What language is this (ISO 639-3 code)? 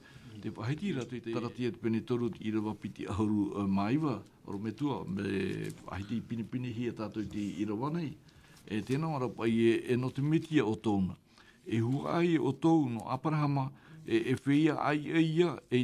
tah